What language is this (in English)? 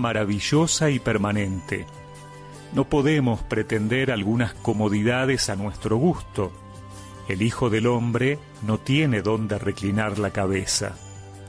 Spanish